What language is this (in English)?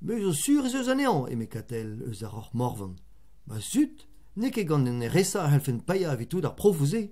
Breton